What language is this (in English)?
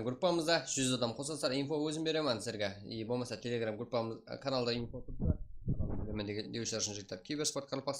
Kara-Kalpak